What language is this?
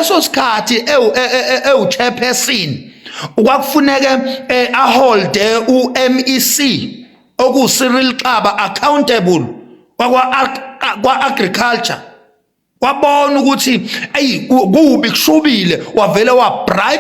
Zulu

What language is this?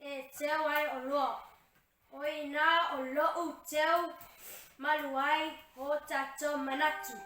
Samoan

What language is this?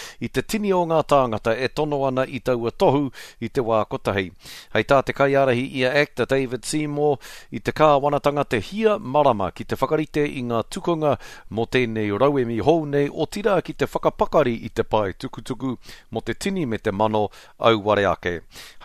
Māori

